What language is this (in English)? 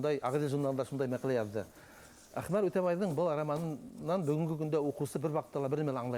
Bashkir